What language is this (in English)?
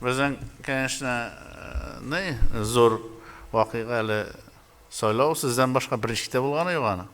Tatar